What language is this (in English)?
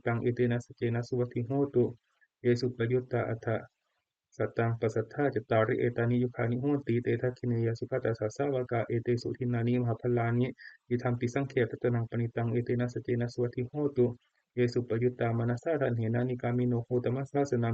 Pali